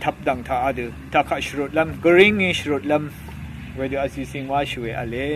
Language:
Rawang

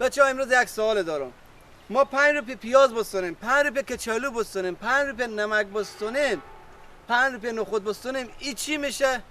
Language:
Persian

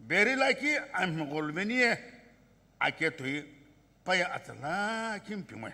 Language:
Sumi Naga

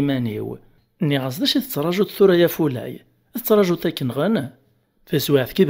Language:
Kabyle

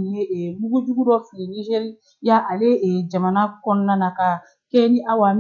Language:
Bambara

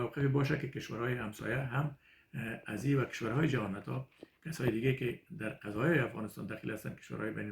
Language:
Persian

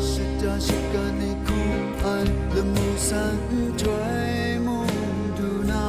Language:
Kachin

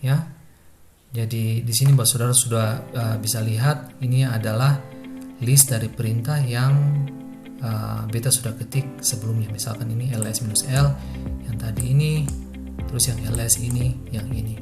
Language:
Ambonese Malay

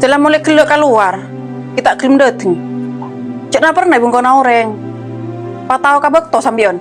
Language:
Madurese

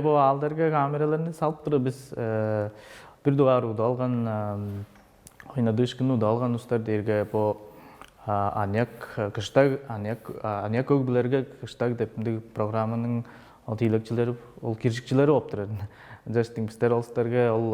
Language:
Tuvinian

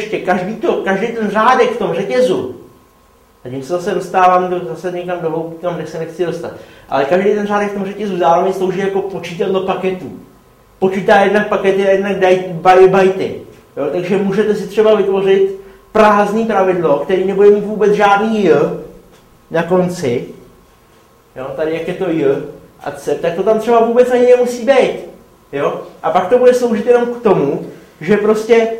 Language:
Czech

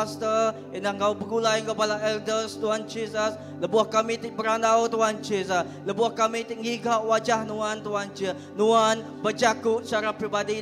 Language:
Iban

